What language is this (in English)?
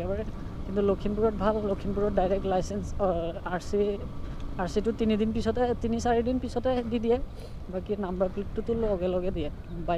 Assamese